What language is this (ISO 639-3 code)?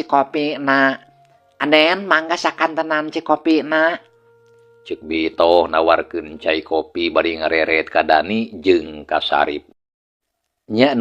sun